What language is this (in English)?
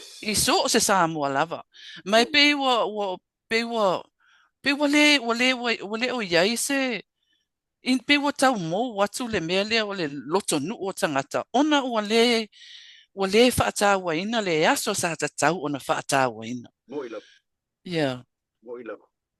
Samoan